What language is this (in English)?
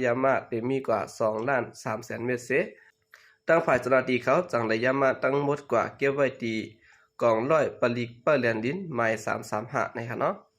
Shan